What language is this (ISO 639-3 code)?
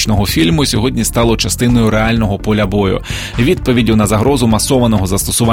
ukr